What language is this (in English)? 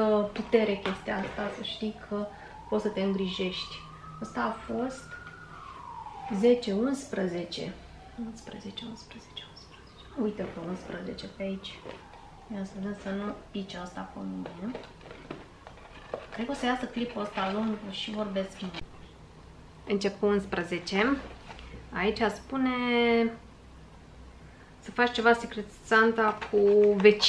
Romanian